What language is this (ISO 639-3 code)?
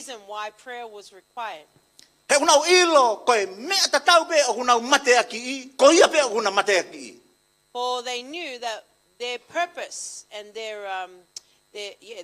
ton